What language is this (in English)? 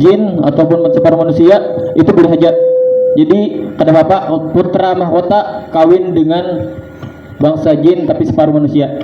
Banjar